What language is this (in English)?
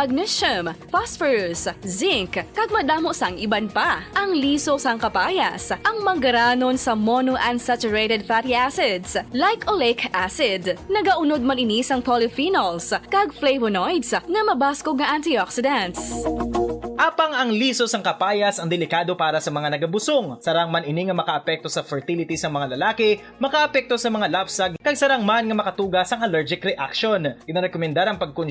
Hiligaynon